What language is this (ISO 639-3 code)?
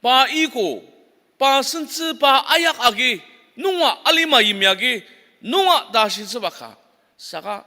njo